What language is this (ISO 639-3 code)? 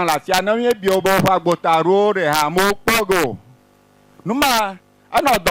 ewe